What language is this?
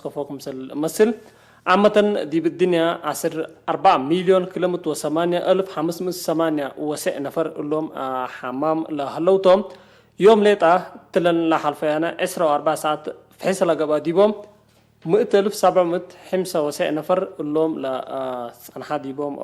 Tigre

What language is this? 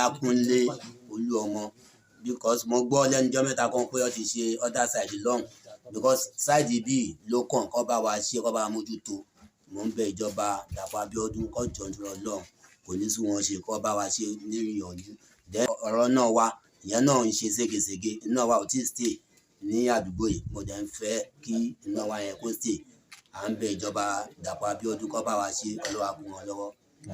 Yoruba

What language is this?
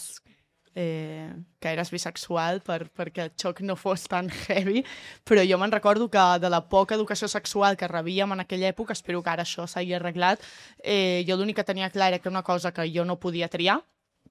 Catalan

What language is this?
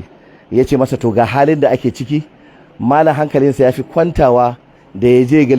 Hausa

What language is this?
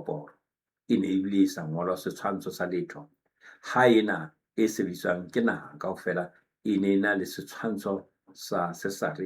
Southern Sotho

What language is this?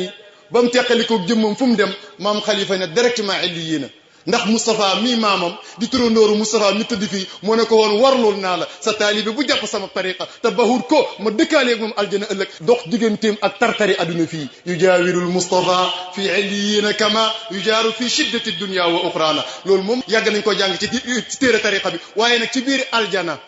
Wolof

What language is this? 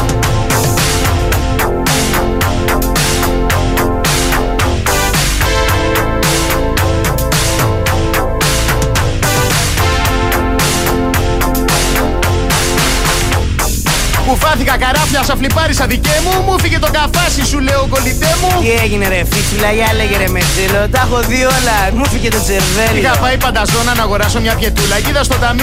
Greek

